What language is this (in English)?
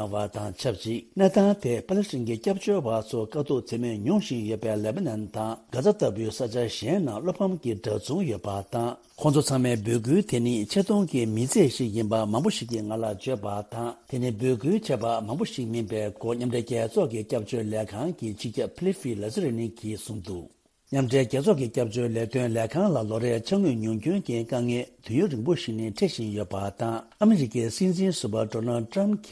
Tibetan